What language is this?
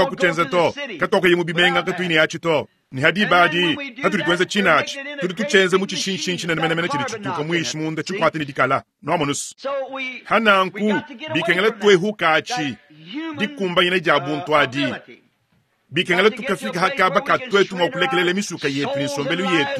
Luba-Lulua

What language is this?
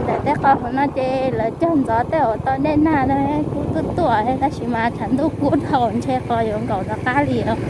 Hmong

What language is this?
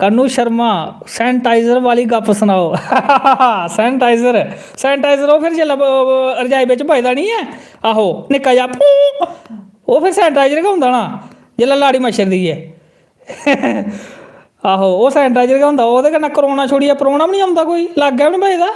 Dogri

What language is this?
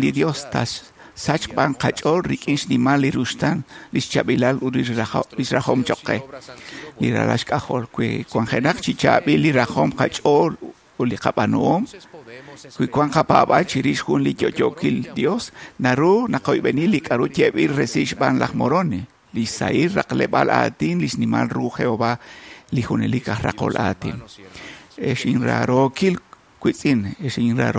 Kekchí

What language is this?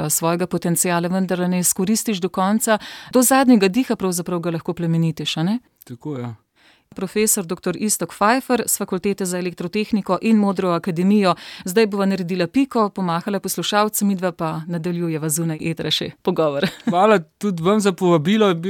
Slovenian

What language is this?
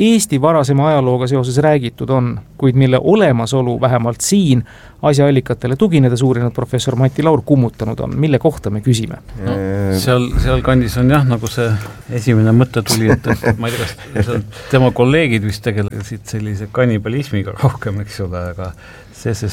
Estonian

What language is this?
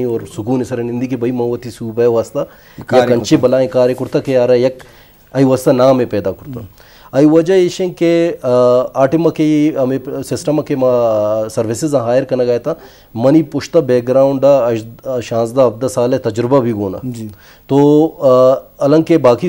Baluchi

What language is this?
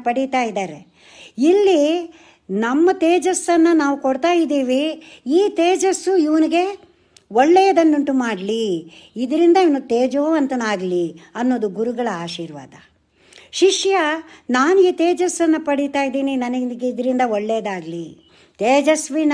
Kannada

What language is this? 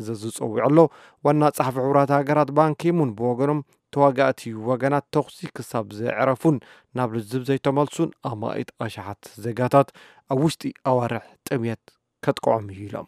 Tigrinya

